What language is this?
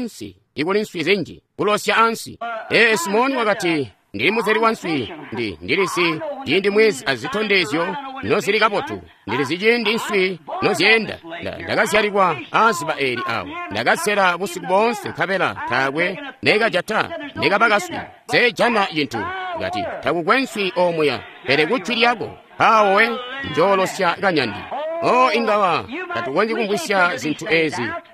Tonga (Zambia)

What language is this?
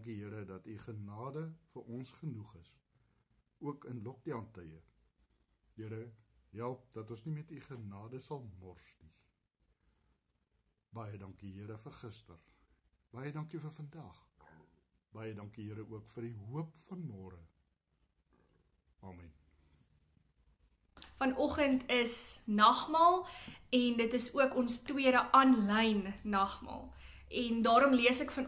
Afrikaans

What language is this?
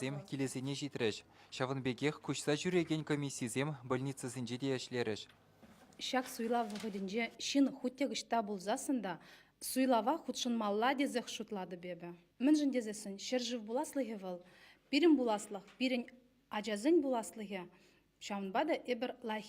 Chuvash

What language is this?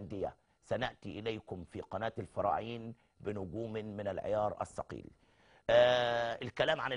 Egyptian Arabic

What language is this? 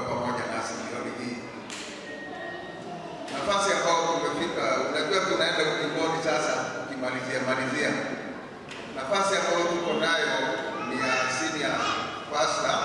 Swahili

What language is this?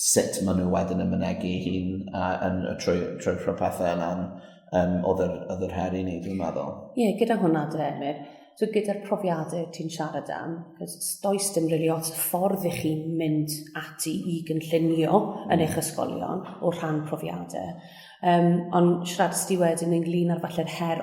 Welsh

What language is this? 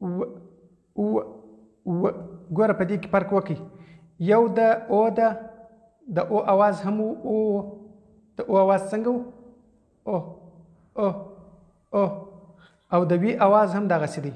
Pashto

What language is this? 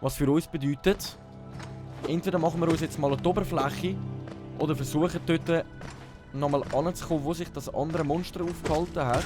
Swiss German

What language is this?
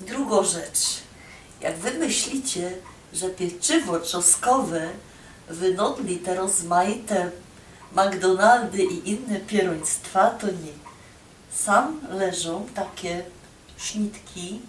Silesian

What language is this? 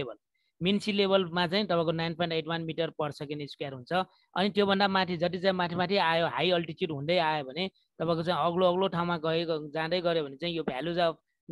Nepali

